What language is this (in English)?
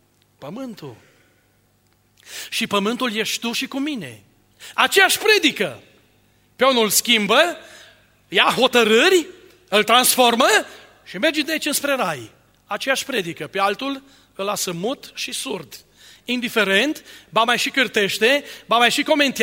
Romanian